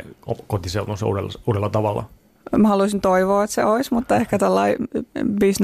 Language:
Finnish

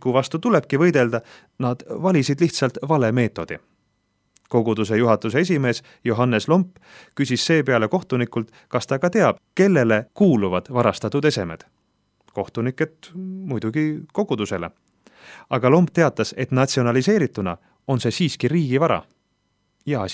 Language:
Estonian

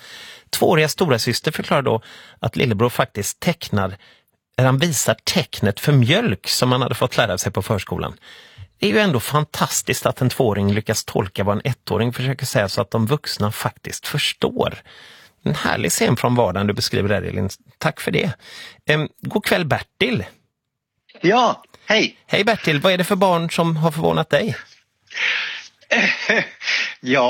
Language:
Swedish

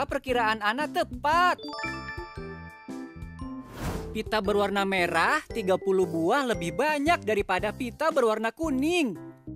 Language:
Indonesian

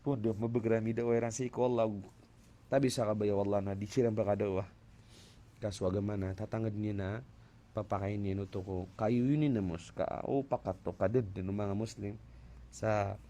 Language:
Maranao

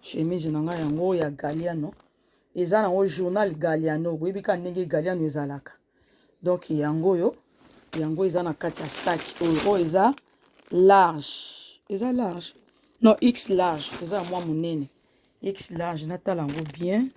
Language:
Lingala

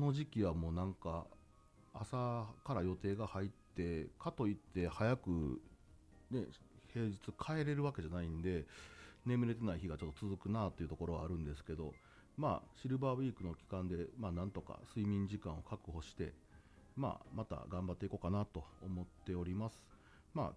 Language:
Japanese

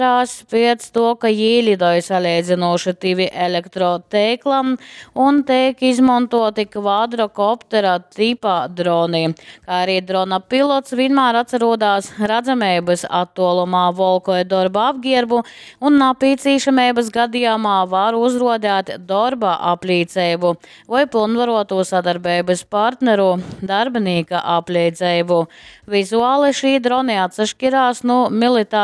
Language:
Latgalian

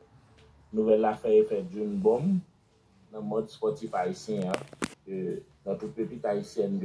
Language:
Haitian Creole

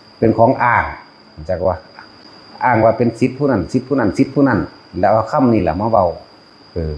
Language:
Northeastern Thai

